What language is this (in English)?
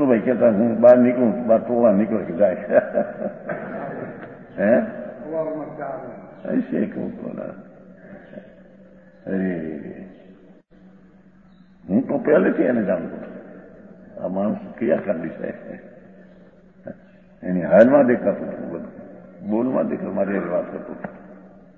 Gujarati